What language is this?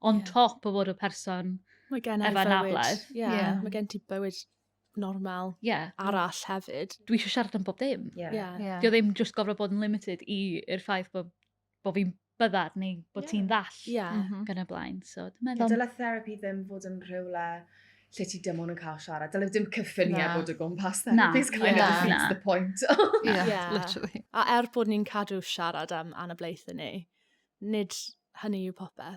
Welsh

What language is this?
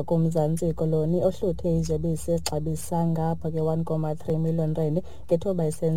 Xhosa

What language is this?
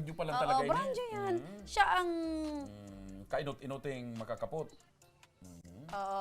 Bikol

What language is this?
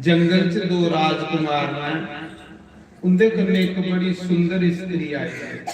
Dogri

